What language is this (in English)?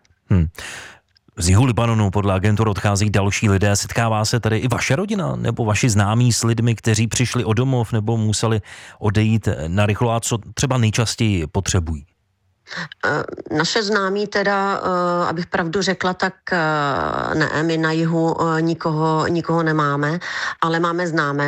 Czech